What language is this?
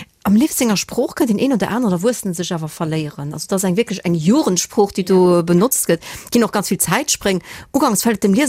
Luxembourgish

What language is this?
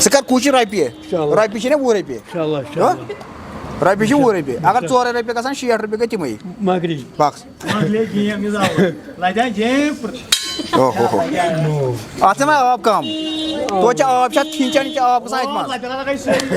Kashmiri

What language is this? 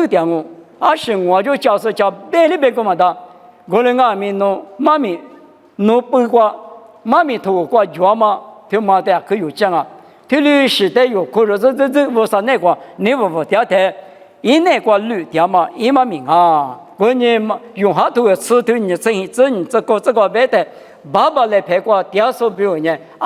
Lisu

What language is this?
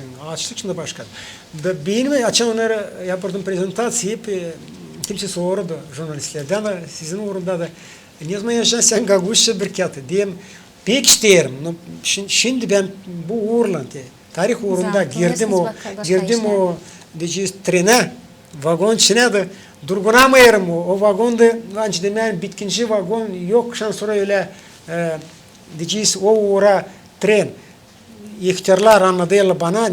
Gagauz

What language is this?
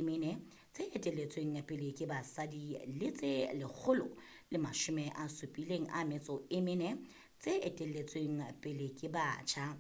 Southern Sotho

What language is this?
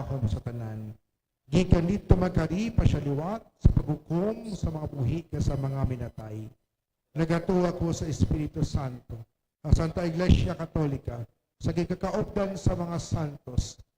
Hiligaynon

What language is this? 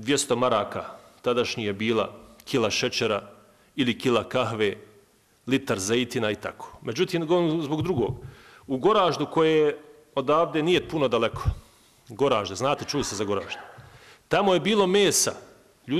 Bosnian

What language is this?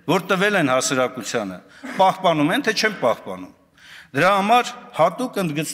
Armenian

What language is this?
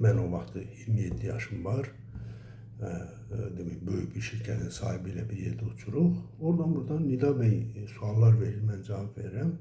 Azerbaijani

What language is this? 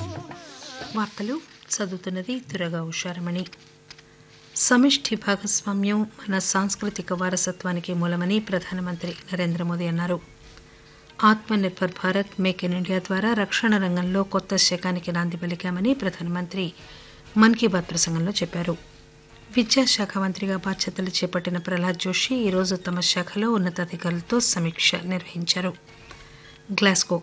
Telugu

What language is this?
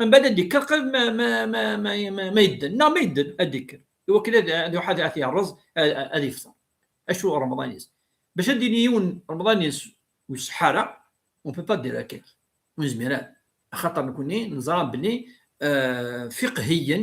Kabyle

